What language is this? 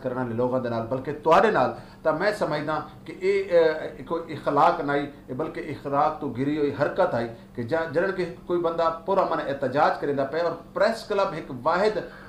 Saraiki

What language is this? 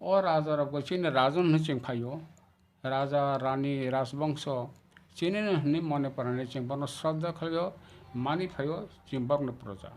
Kok Borok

